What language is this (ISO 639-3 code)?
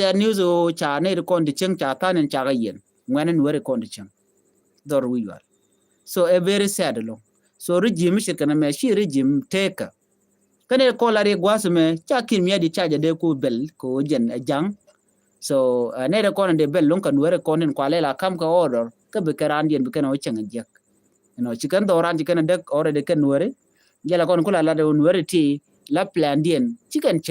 nus